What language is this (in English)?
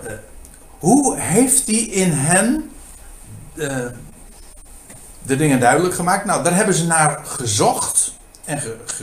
Dutch